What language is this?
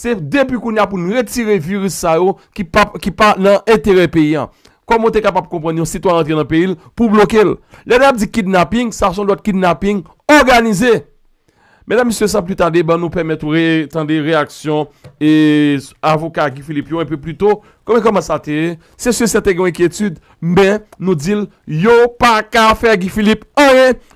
Haitian Creole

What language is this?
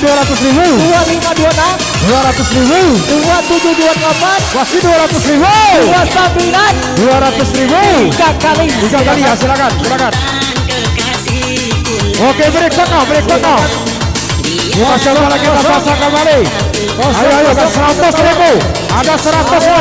Indonesian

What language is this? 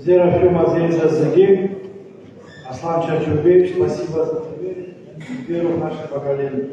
Abkhazian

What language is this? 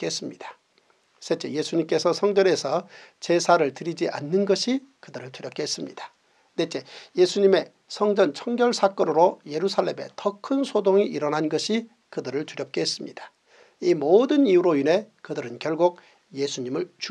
Korean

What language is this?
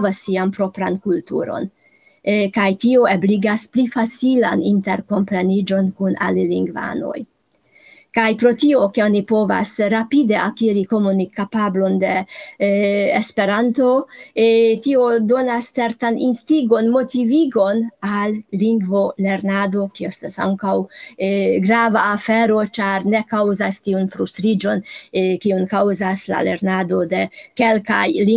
Esperanto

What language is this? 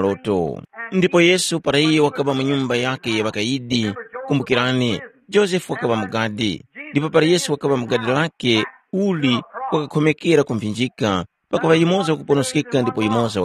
Tumbuka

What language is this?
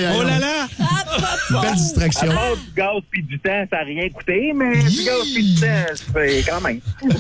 French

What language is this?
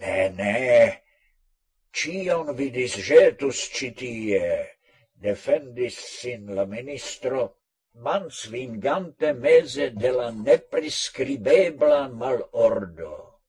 Esperanto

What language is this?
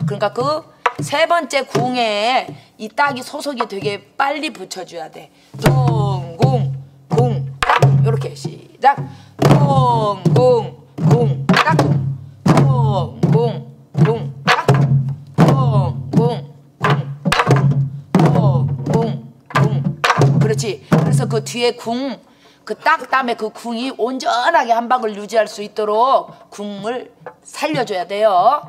Korean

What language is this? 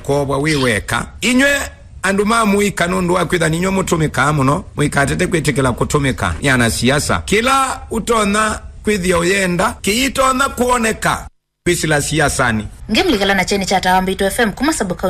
Kamba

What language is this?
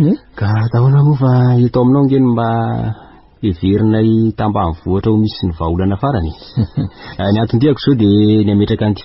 Malagasy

